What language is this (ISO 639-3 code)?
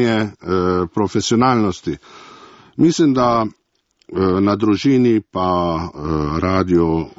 slv